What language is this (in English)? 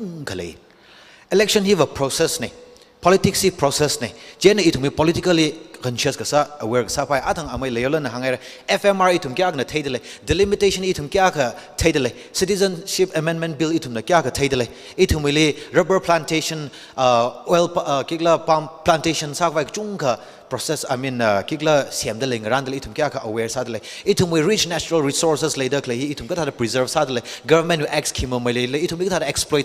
Tangkhul Naga (India)